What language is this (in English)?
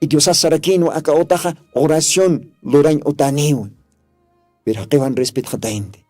Aymara